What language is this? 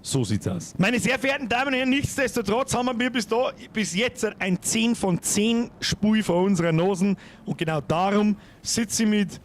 Bavarian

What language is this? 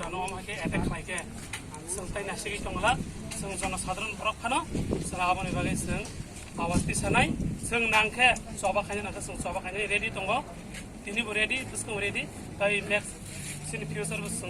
Kok Borok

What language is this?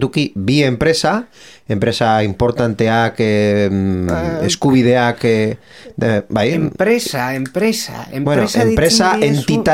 Basque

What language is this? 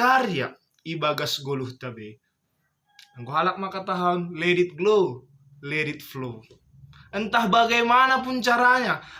Batak Simalungun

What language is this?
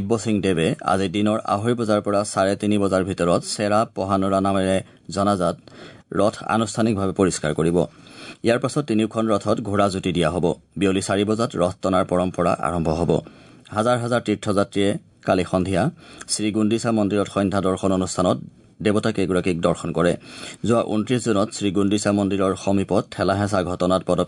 Assamese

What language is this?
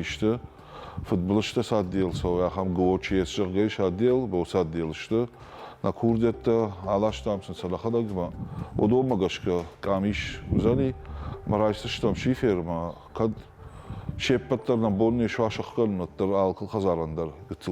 Ossetic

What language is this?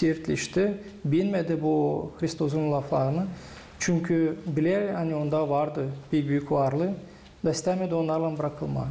Gagauz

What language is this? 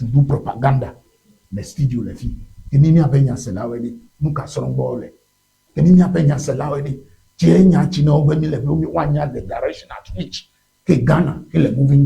Ewe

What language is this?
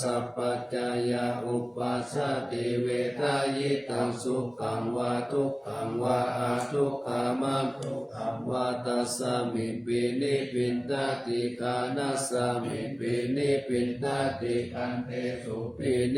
Pali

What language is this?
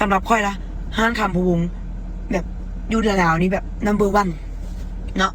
Northeastern Thai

